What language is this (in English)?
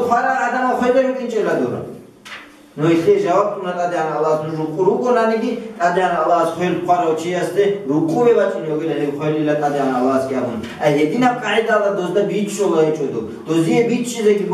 Avaric